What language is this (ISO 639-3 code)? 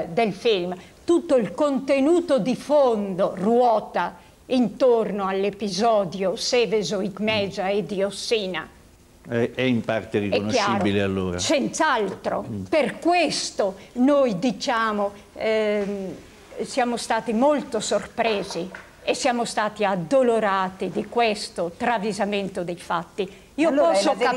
ita